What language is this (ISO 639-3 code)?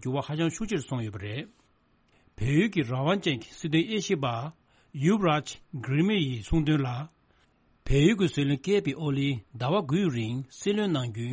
bod